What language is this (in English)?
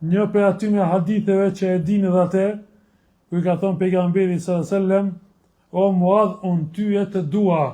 Albanian